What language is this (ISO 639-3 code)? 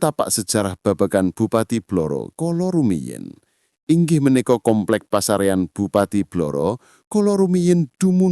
jav